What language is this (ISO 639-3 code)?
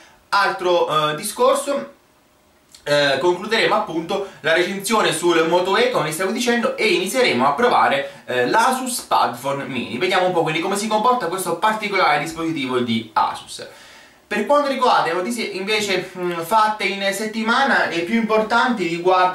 ita